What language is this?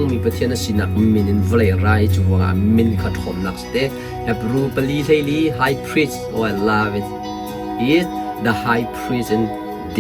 Hakha Chin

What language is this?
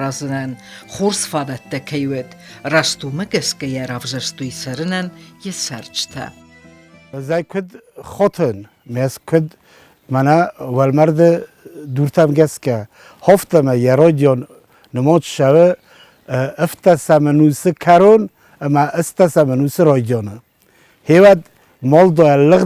Ossetic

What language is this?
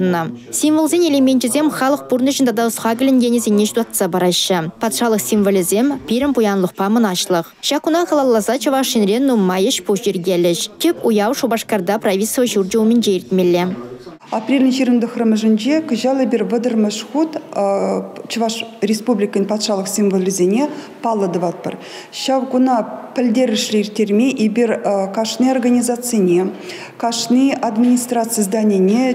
Chuvash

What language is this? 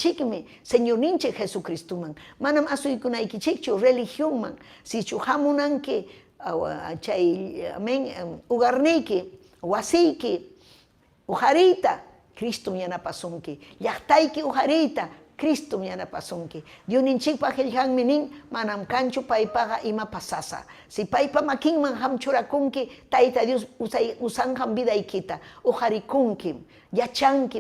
Ayacucho Quechua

